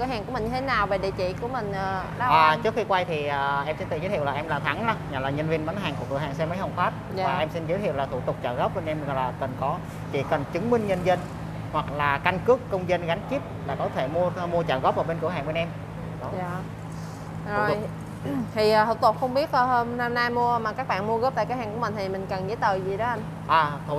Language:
Vietnamese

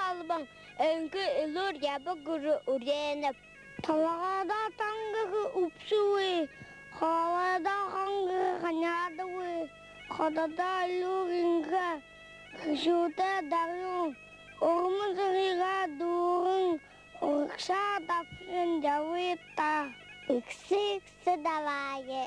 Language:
Buriat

